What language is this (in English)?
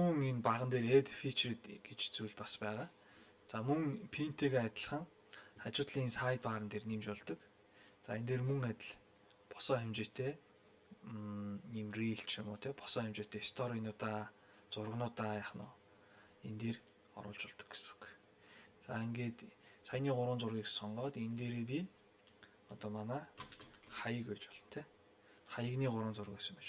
Mongolian